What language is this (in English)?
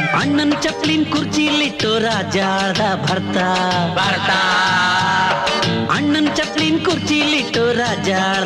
Kannada